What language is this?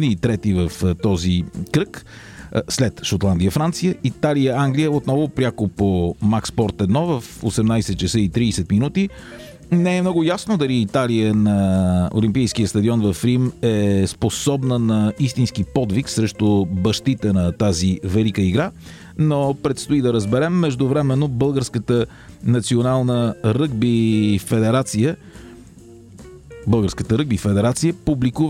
Bulgarian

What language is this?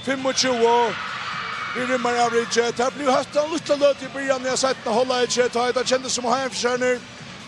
Faroese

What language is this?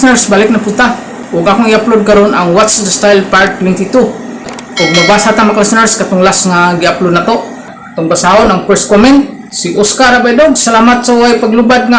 Cebuano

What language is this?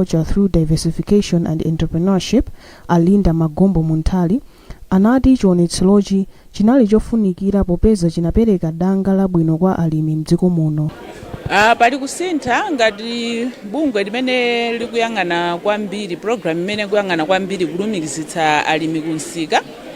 Nyanja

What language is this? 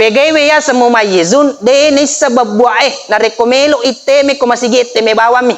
Buginese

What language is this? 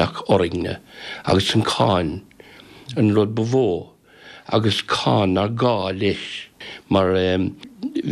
Irish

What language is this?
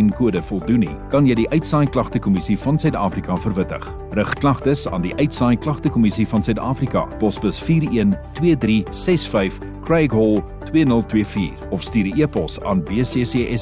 Afrikaans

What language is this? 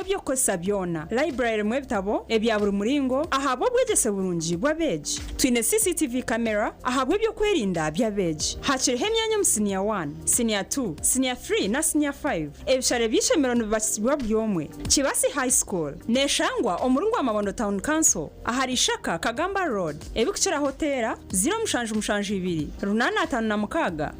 Nyankole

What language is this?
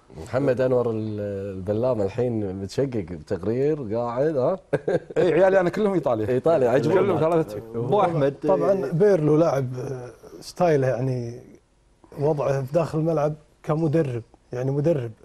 Gulf Arabic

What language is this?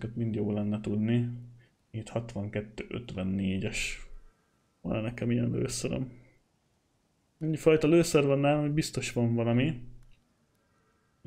Hungarian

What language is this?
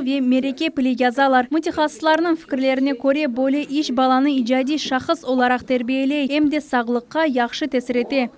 Crimean Tatar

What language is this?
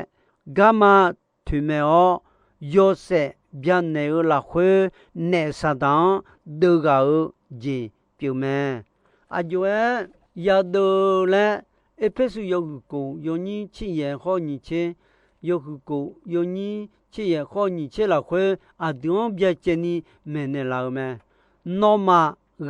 Akha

